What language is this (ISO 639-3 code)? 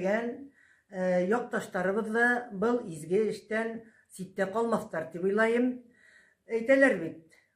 bak